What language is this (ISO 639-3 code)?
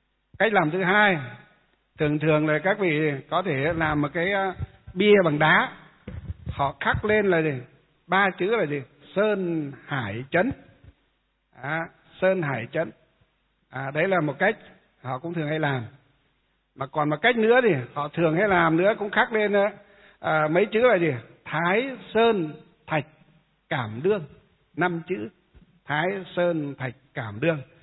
vie